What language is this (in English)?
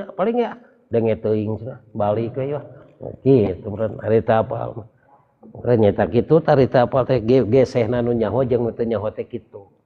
Sundanese